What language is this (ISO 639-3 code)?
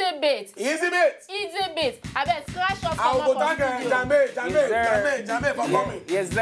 pcm